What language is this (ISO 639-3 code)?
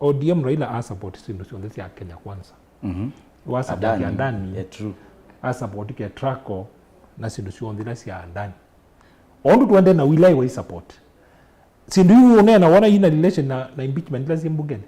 kam